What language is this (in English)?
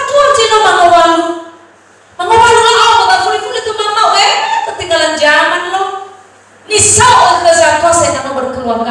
Nias